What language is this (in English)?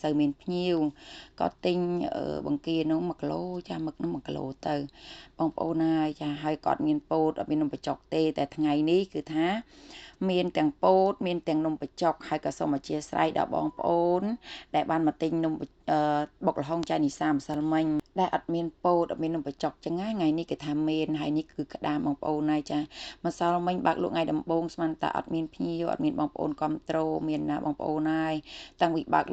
Khmer